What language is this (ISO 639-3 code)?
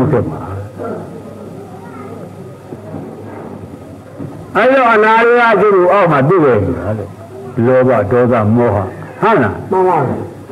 mya